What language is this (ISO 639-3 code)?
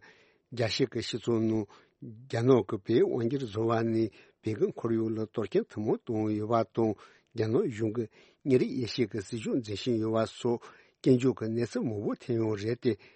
bod